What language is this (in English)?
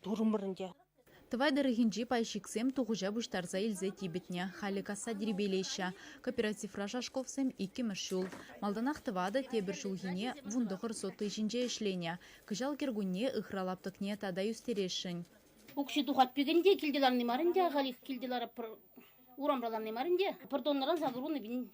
Chuvash